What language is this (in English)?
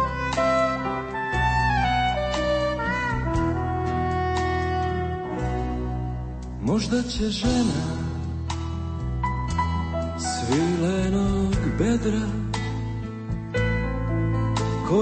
Croatian